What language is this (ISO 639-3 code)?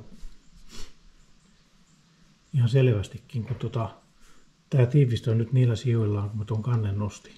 fin